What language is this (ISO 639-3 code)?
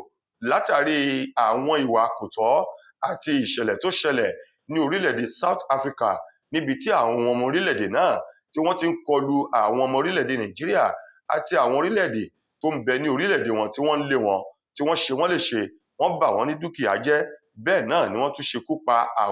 yor